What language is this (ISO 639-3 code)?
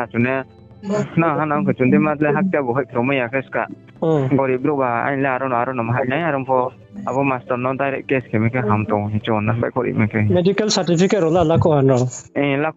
ria